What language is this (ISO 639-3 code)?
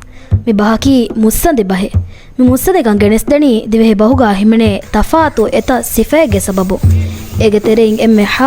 div